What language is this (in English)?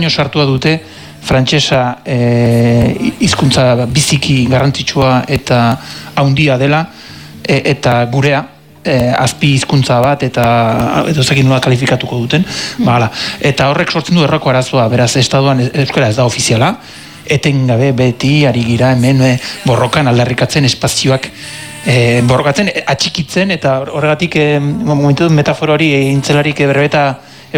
Basque